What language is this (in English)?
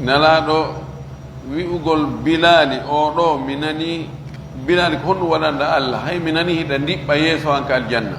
Pular